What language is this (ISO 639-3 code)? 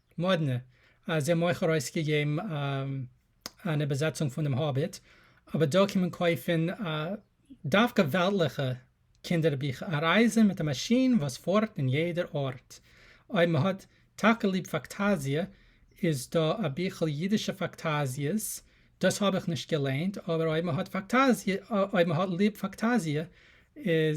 yid